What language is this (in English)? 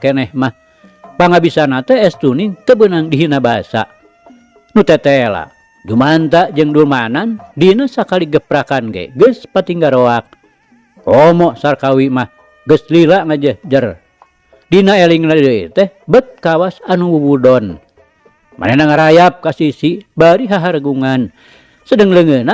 Sundanese